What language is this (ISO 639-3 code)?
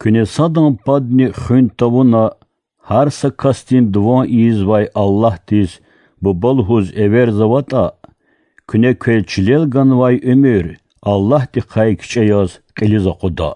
lez